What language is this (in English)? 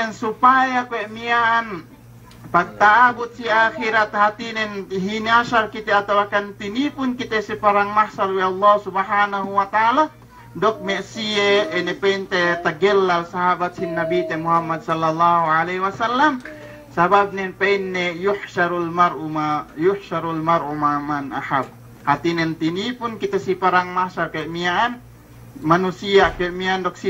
Yakan